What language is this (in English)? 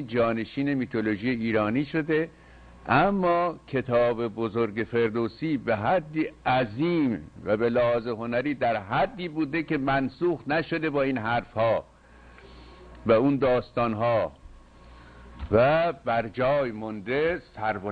Persian